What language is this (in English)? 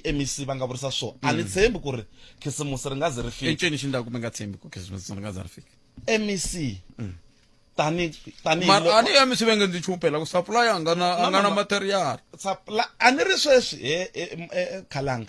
Tsonga